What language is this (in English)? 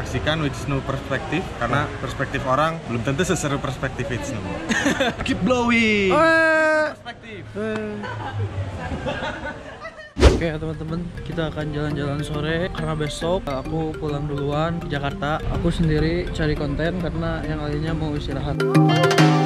Indonesian